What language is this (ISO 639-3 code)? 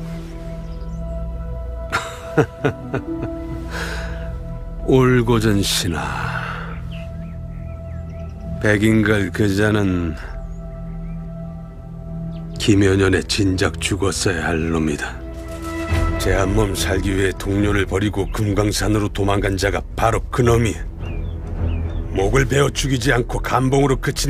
kor